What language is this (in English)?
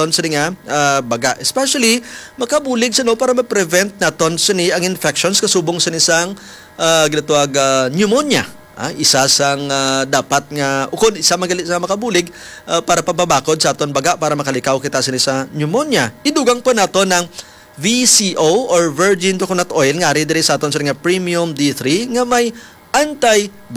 Hiligaynon